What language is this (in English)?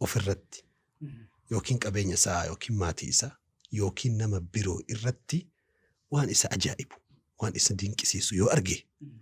Oromo